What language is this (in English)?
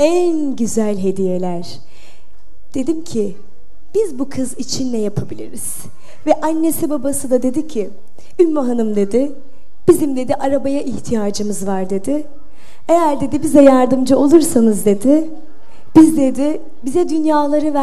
Turkish